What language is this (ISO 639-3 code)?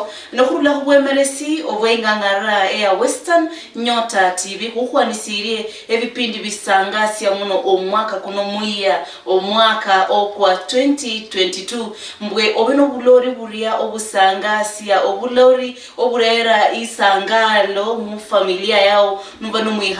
luy